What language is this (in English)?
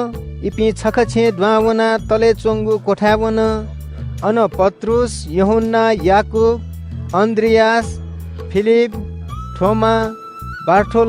Newari